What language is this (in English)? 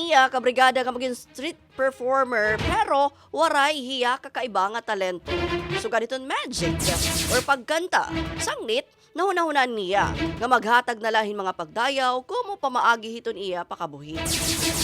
Waray